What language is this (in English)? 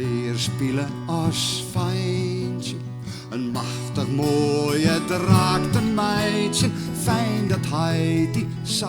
Western Frisian